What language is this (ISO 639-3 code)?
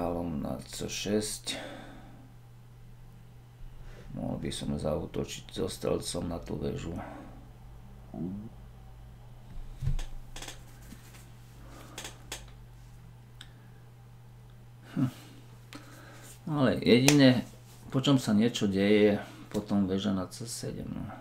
slk